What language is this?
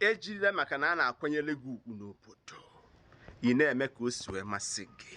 Igbo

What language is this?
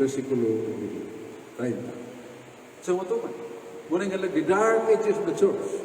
Cebuano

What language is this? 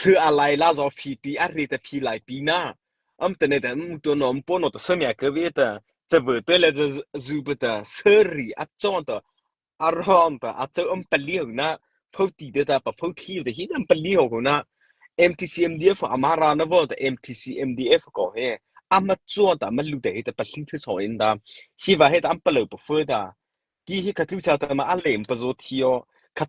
Mara Chin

